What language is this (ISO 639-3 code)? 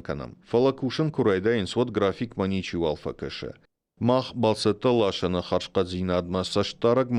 oss